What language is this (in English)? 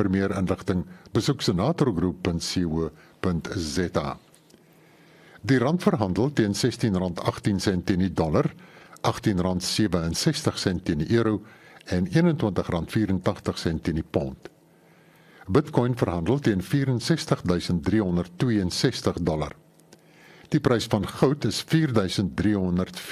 Afrikaans